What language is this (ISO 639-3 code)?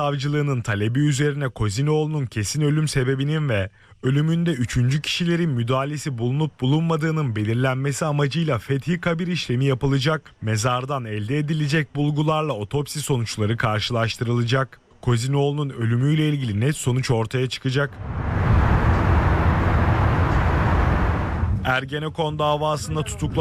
tur